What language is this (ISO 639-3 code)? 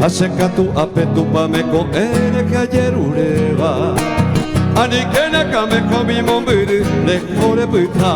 grn